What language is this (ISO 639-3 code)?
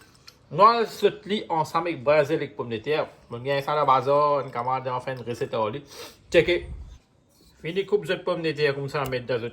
mfe